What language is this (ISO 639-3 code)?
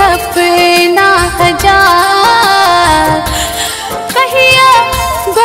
bho